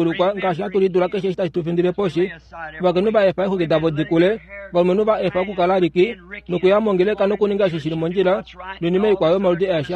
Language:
Kuanyama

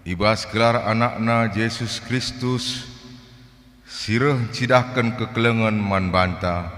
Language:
Batak Karo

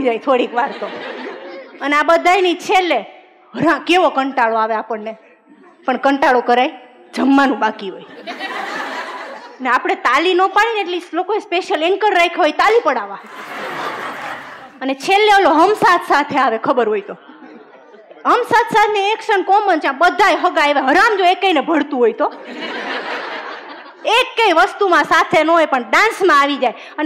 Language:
Gujarati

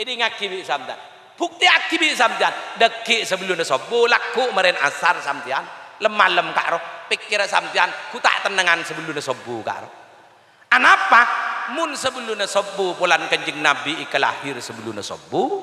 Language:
Madurese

